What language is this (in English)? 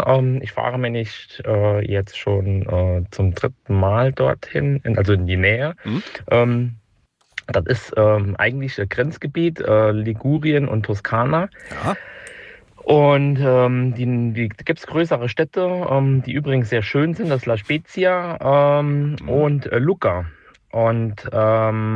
German